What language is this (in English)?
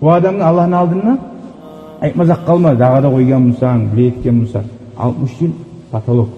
Kumyk